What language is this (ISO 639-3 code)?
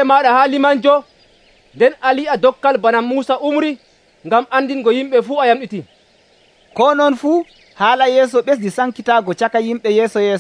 fuv